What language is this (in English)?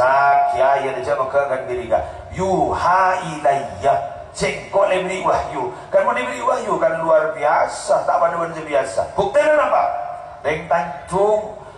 Madurese